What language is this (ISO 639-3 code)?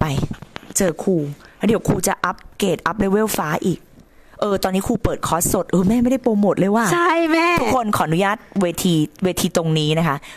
tha